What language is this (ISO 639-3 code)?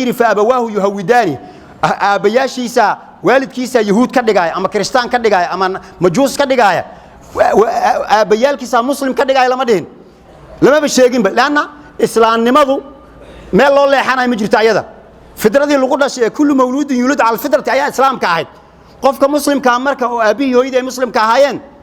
som